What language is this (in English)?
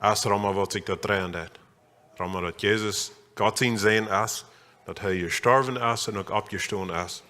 Plautdietsch